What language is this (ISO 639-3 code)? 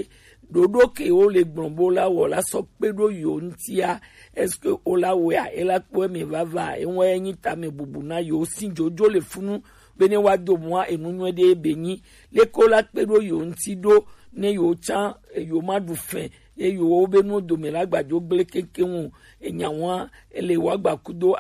gej